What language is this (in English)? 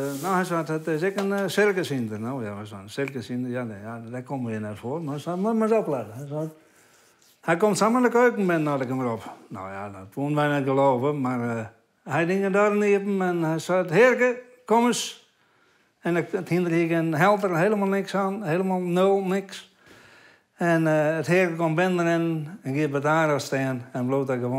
Western Frisian